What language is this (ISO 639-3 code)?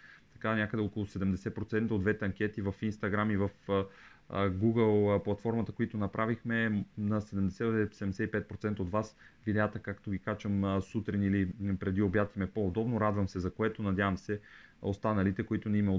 bul